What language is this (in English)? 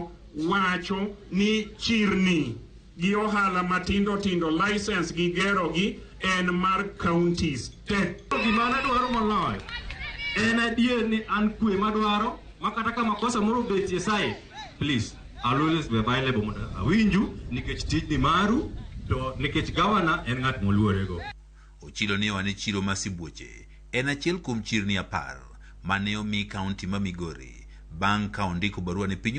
Luo (Kenya and Tanzania)